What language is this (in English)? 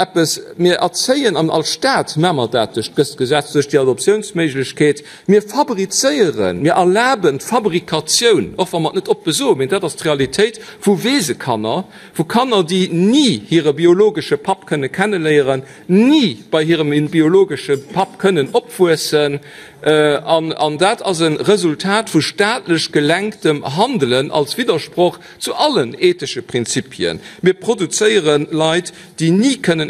Luxembourgish